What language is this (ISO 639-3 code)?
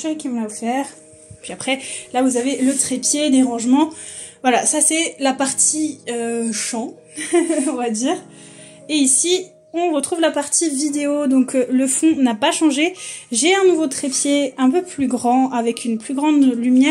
fra